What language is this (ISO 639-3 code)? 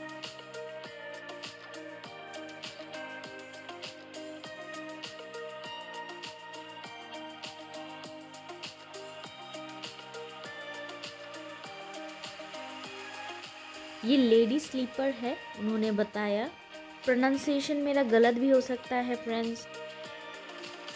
hin